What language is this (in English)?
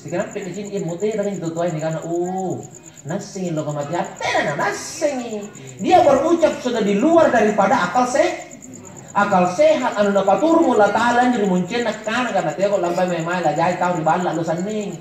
Makasar